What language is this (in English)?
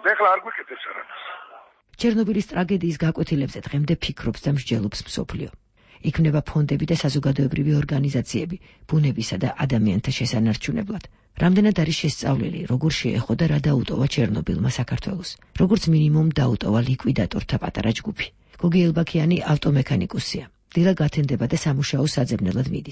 Georgian